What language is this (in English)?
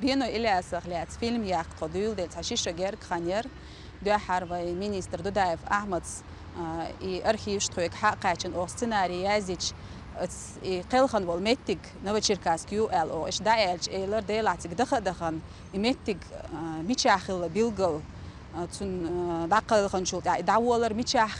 Chechen